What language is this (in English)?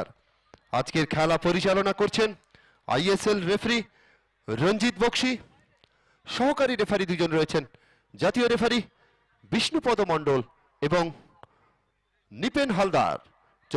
Bangla